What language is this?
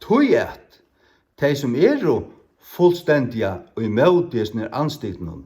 Faroese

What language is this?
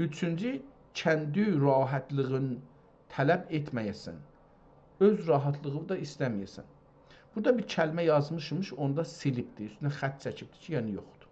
South Azerbaijani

